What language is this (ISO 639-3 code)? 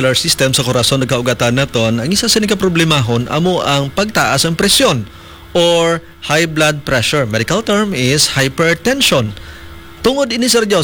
hil